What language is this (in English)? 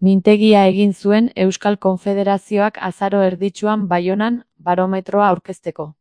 Basque